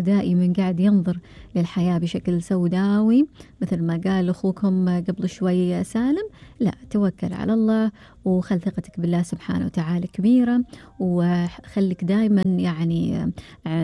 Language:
Gulf Arabic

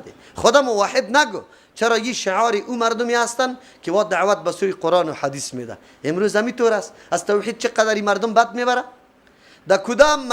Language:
Persian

